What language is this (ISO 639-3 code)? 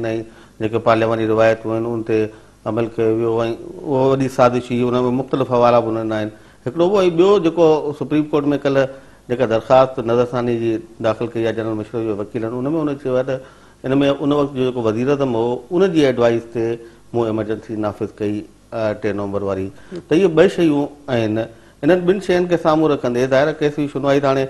snd